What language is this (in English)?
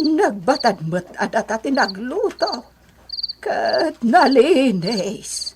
Iloko